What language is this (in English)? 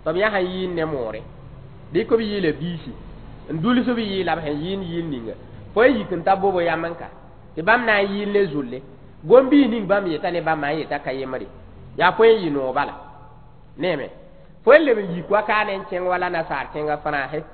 Mossi